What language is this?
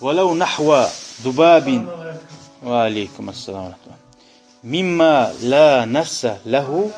Kumyk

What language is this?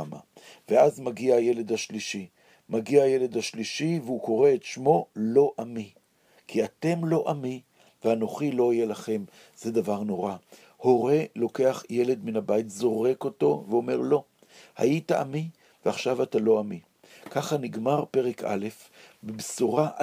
Hebrew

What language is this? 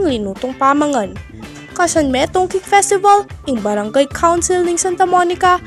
Pampanga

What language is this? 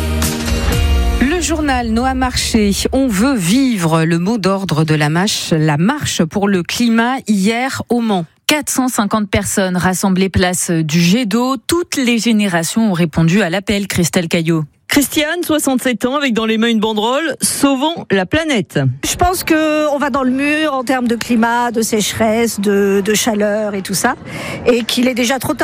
French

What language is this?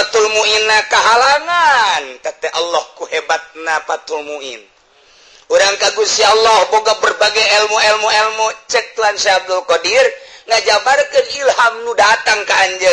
Sundanese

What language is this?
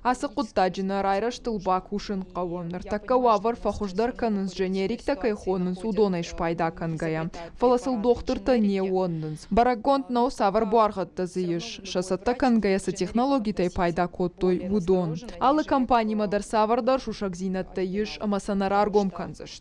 Ossetic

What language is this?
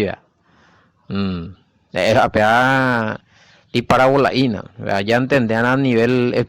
Guarani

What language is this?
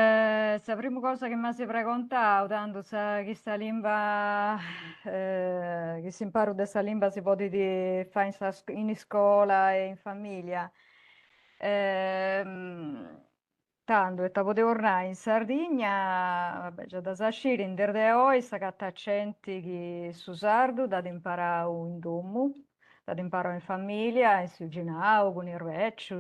Sardinian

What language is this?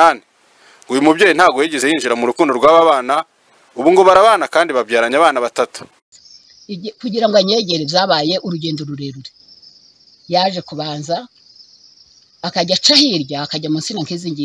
Kinyarwanda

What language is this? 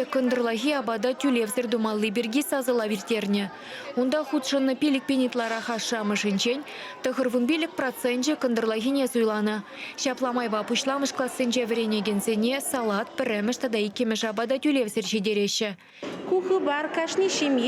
Chuvash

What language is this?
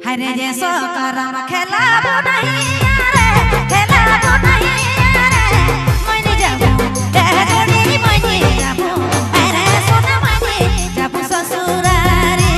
Sadri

